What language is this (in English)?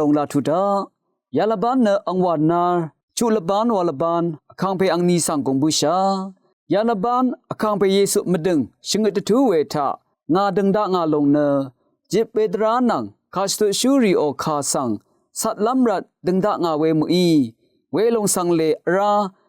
Rawang